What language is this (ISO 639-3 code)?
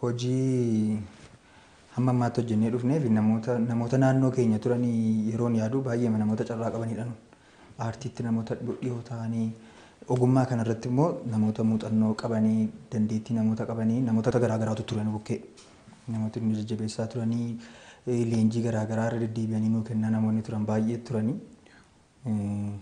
orm